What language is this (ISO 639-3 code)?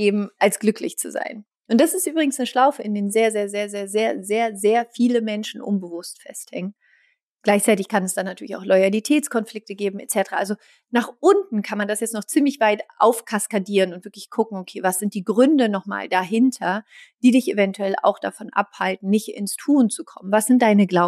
deu